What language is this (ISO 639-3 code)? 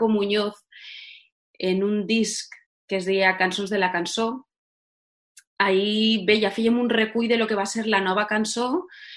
cat